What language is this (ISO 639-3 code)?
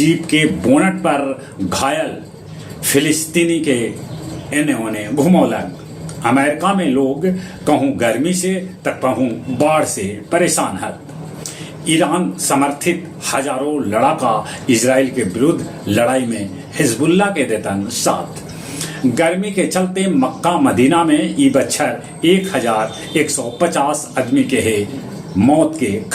mag